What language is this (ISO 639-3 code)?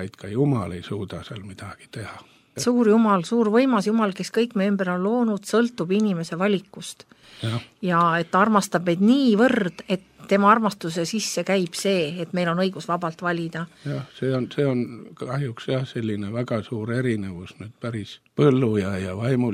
est